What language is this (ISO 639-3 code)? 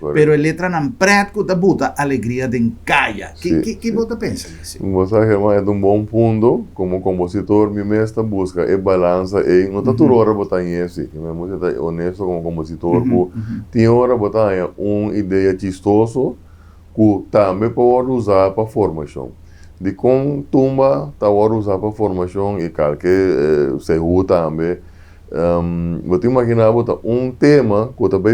pap